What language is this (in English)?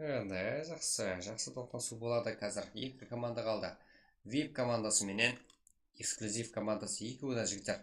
Kara-Kalpak